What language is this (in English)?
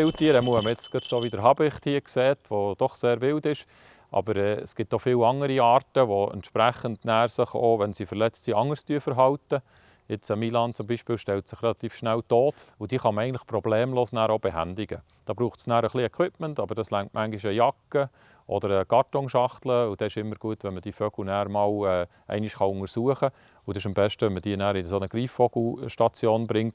Swiss German